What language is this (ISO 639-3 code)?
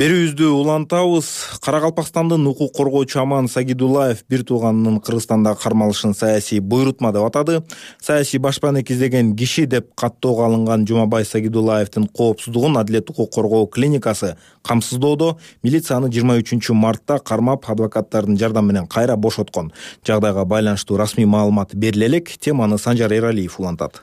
kir